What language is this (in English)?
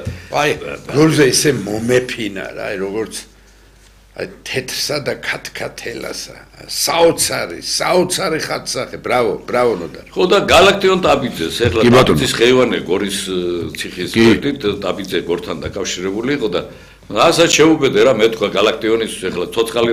Georgian